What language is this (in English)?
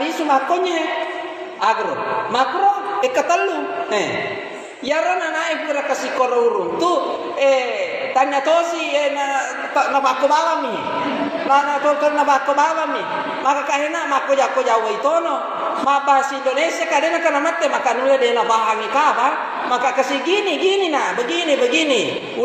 Buginese